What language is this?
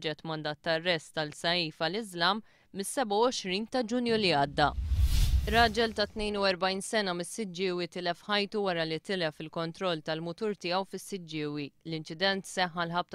Maltese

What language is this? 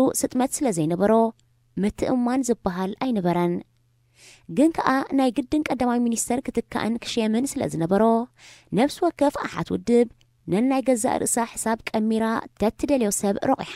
Tigrinya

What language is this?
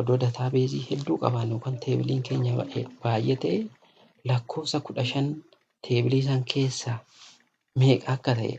Oromo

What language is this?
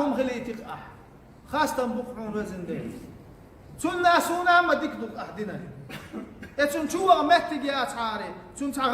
Chechen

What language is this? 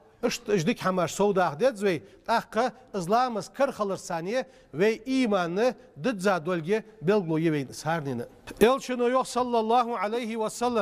Ingush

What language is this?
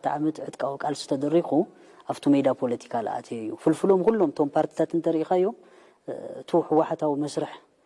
Tigrinya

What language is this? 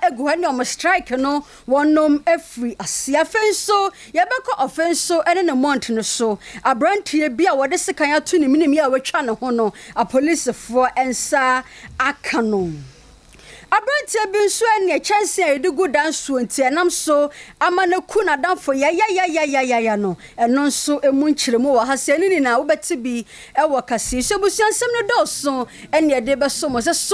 Akan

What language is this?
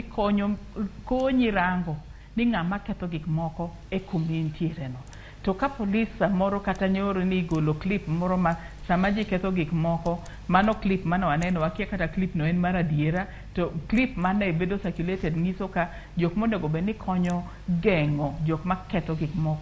Luo (Kenya and Tanzania)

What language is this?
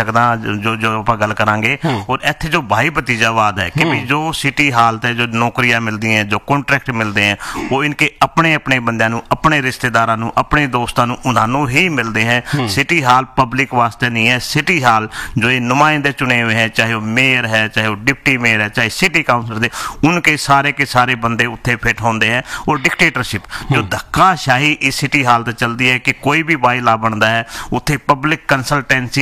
Punjabi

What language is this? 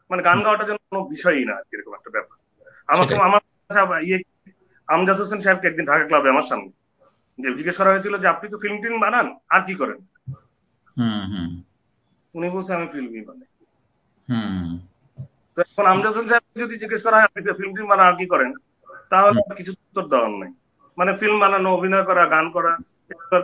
Bangla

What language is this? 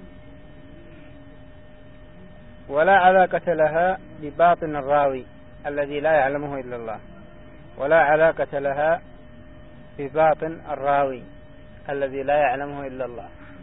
Arabic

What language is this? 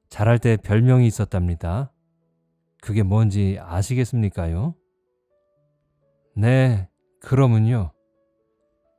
Korean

